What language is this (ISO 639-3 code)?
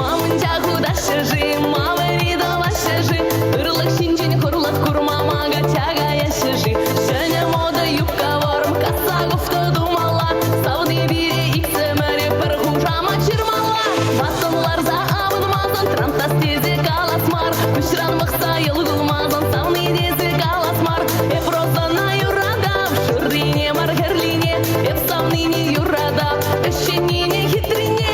chv